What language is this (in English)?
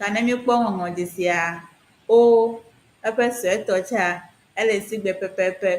Ewe